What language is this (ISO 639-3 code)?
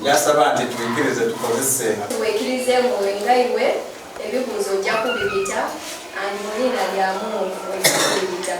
xog